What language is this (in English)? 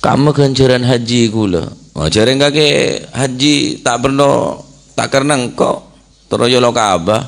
Madurese